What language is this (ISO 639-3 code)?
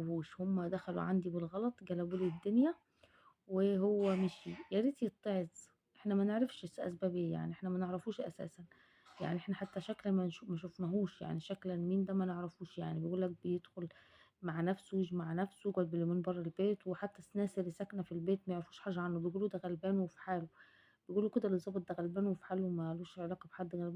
arz